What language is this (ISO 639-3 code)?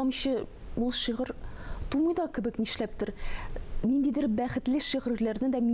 tat